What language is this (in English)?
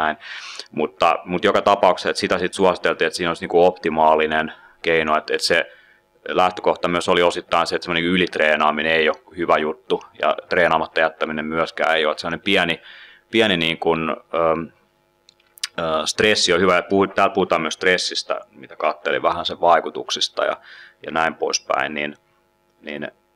Finnish